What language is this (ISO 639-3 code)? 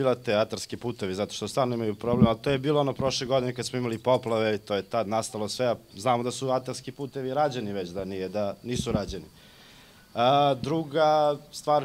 srp